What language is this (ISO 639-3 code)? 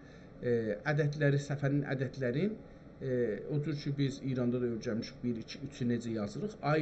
azb